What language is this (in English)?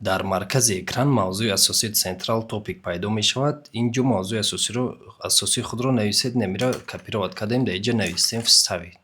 Tajik